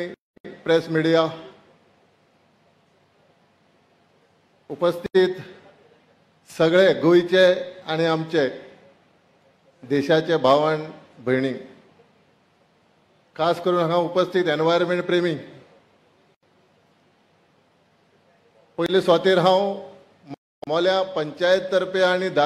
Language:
Konkani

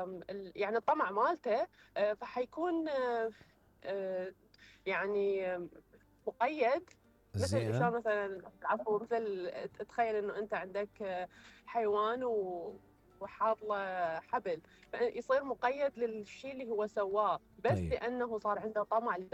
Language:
Mesopotamian Arabic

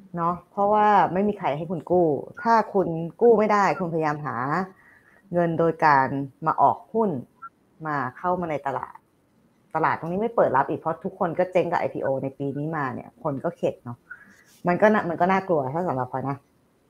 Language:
Thai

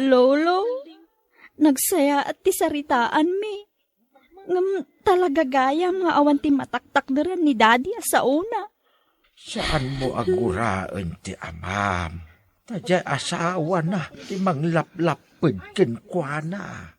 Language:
Iloko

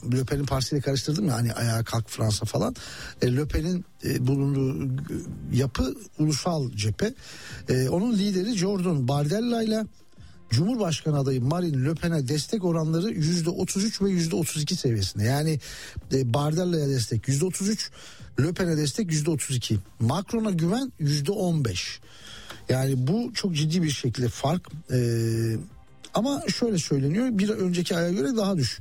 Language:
Turkish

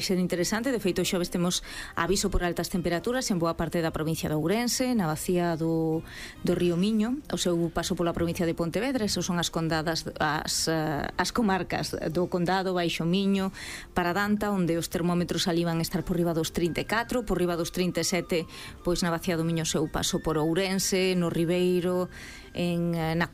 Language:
Galician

